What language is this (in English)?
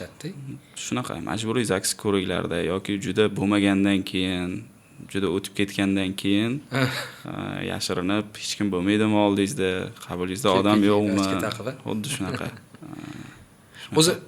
Uzbek